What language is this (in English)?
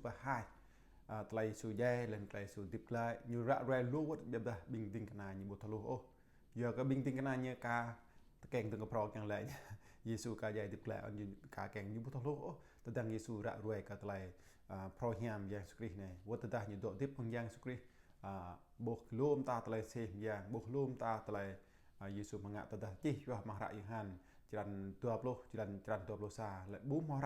Jarai